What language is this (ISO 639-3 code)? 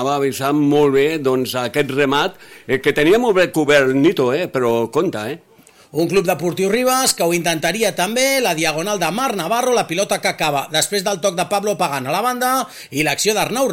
cat